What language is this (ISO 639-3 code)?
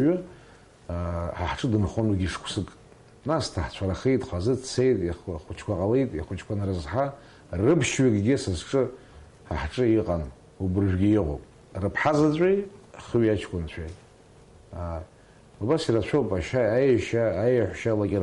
abk